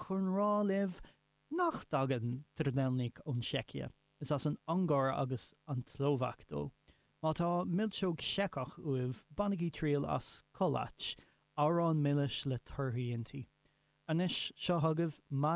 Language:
Irish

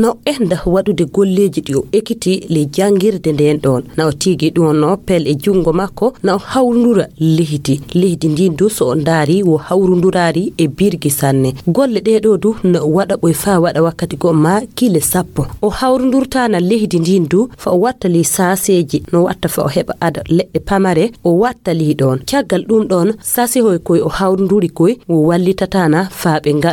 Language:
Fula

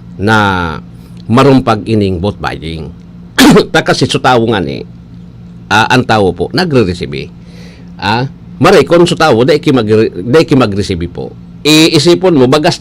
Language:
Bikol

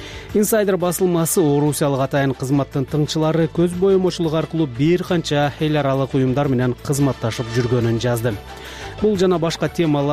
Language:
Kyrgyz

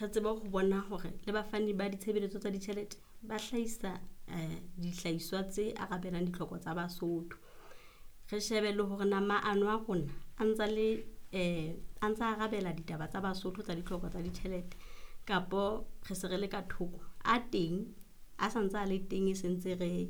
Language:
Southern Sotho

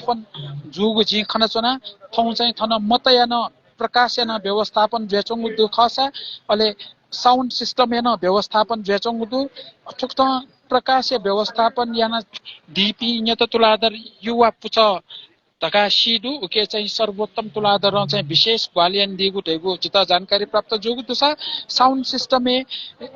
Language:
Newari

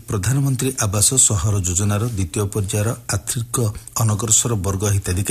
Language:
Odia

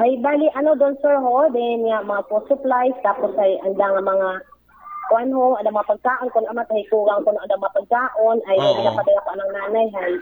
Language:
Aklanon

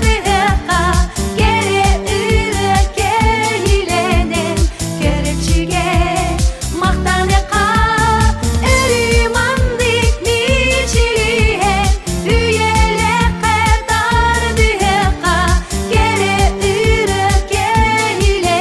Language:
Yakut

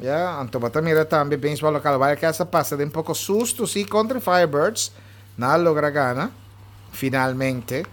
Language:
Papiamento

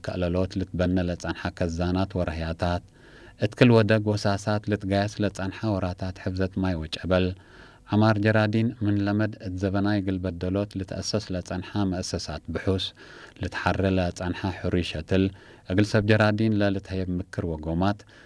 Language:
Tigre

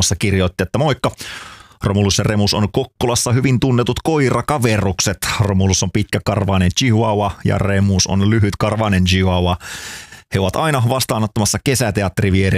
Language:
Finnish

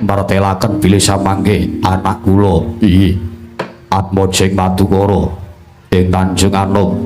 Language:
Javanese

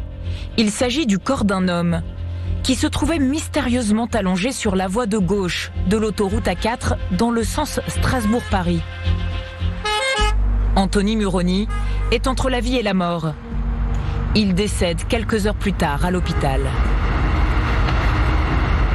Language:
French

